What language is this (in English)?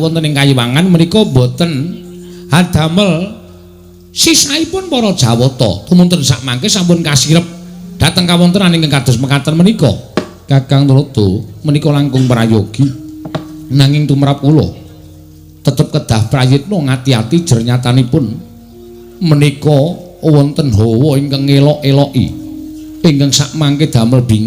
Javanese